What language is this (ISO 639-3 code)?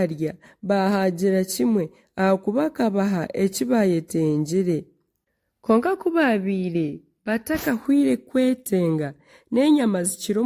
nyn